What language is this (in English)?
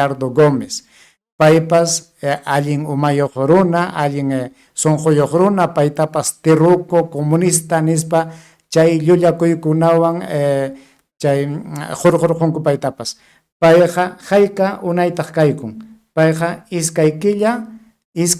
Ayacucho Quechua